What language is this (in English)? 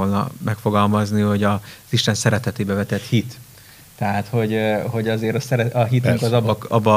Hungarian